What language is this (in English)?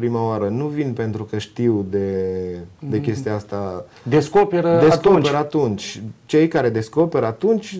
Romanian